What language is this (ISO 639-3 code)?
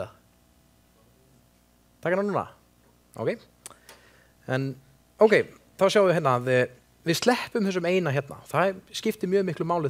isl